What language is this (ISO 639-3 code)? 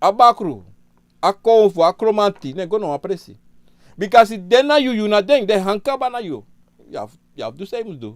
srn